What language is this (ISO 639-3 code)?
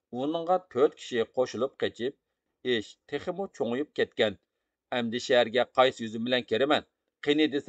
uig